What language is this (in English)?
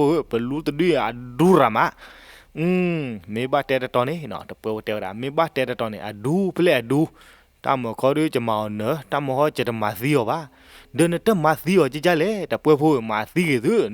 S'gaw Karen